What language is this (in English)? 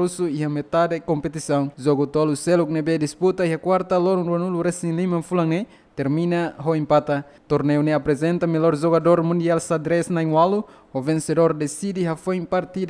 Tetum